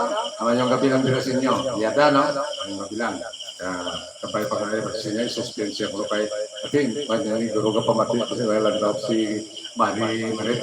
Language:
Hiligaynon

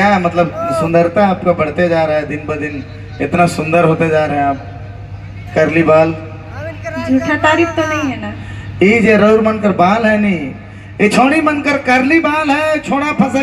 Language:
Sadri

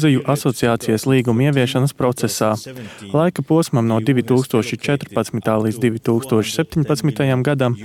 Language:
Latvian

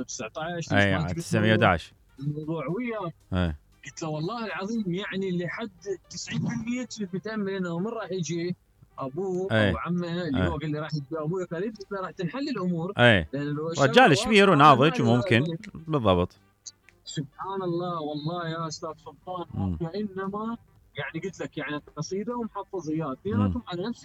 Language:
Mesopotamian Arabic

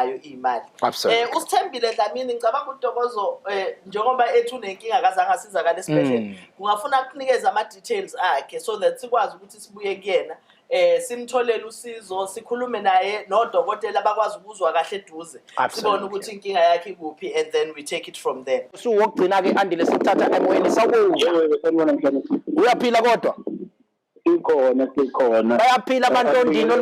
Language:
Zulu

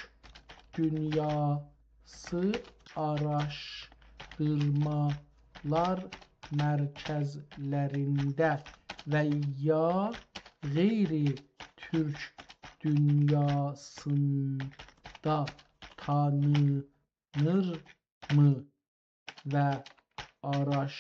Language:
South Azerbaijani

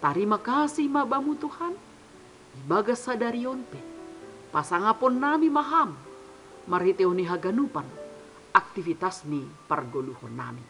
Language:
Batak Simalungun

